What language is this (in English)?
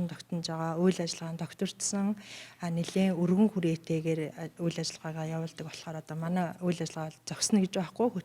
Mongolian